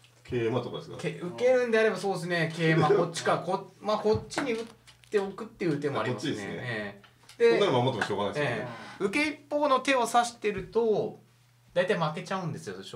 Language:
Japanese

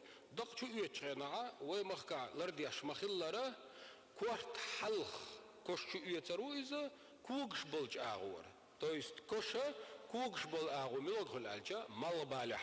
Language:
Chechen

